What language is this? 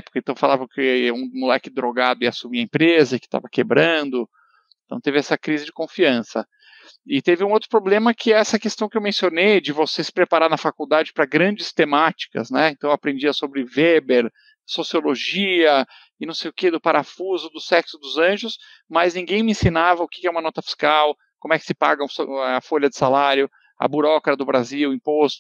Portuguese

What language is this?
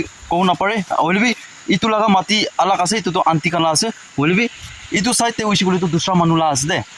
Naga Pidgin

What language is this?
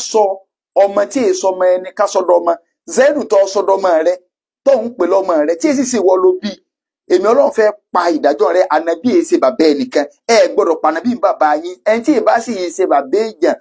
Yoruba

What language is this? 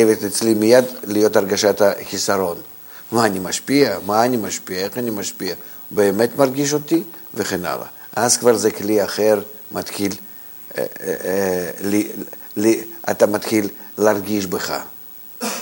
Hebrew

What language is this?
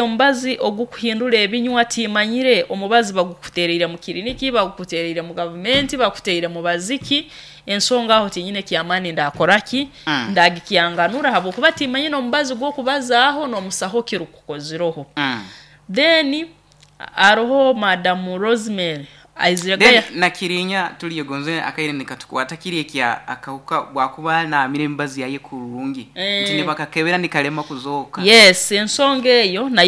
Nyoro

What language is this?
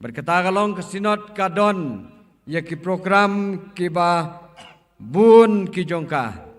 Khasi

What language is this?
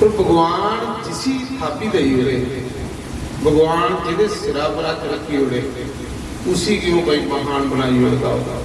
Dogri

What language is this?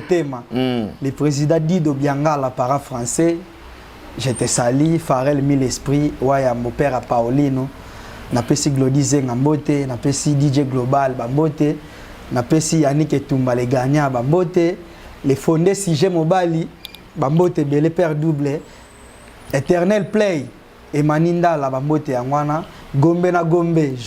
Lingala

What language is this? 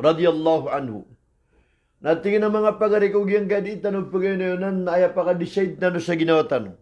Maranao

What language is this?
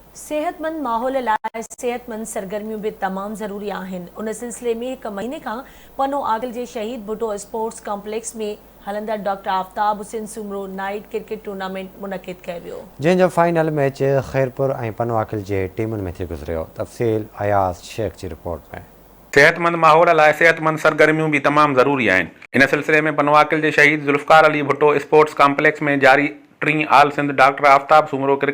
Sindhi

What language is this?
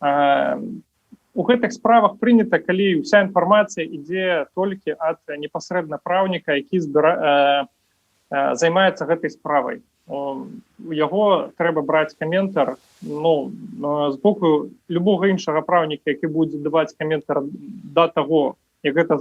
Belarusian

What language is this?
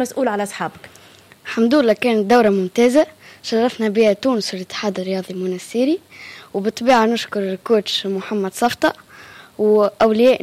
Tunisian Arabic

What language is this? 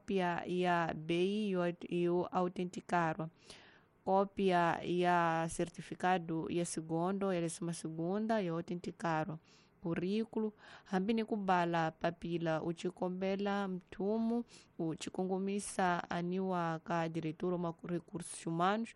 Tsonga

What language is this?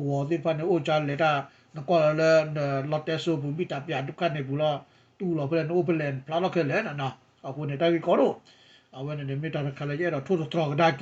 S'gaw Karen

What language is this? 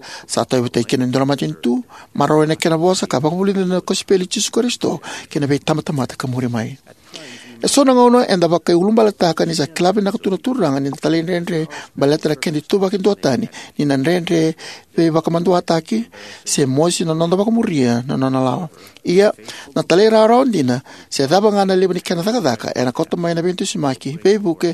Fijian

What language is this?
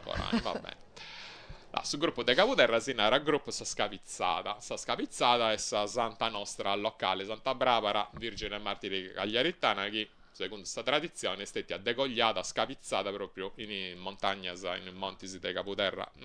Sardinian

